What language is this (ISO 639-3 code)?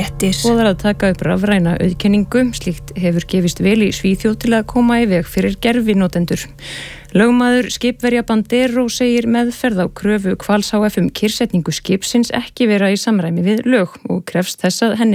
isl